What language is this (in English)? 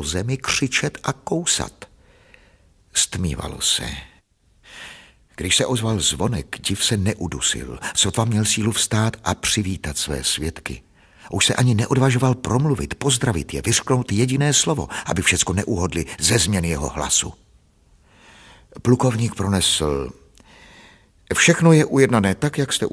Czech